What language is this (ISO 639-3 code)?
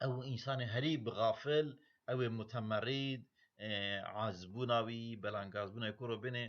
kur